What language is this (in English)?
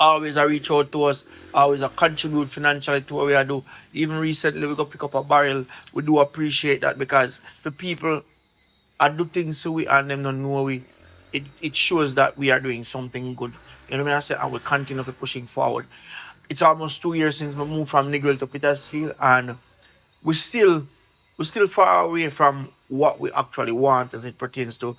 Jamaican Creole English